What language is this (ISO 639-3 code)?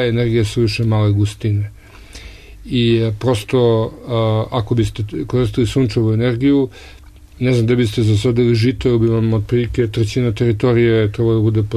srp